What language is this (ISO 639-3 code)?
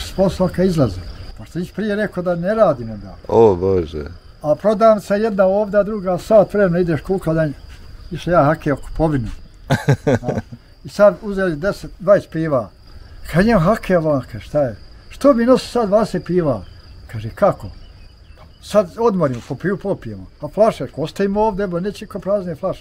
bos